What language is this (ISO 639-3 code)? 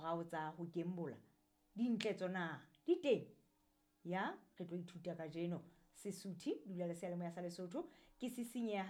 sot